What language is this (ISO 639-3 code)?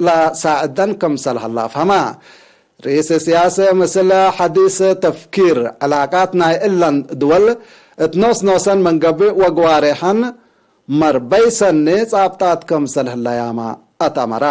tig